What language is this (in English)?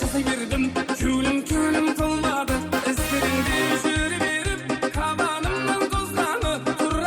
Kara-Kalpak